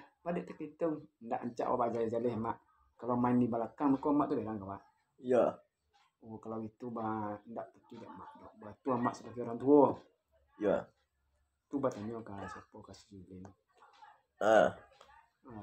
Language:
Minangkabau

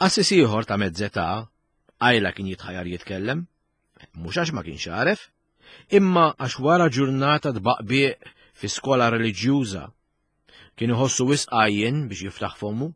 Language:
Maltese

